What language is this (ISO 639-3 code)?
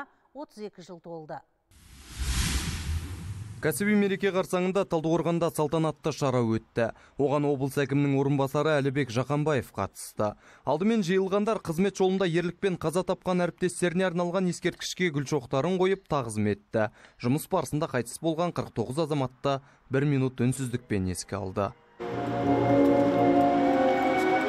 kaz